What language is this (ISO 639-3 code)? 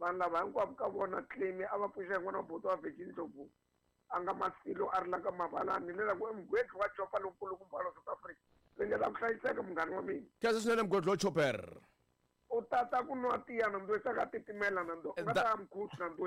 tso